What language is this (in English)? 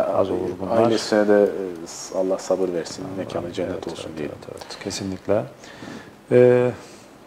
Turkish